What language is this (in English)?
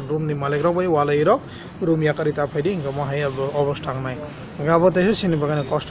Kok Borok